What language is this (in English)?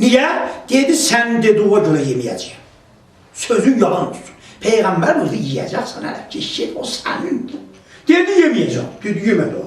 South Azerbaijani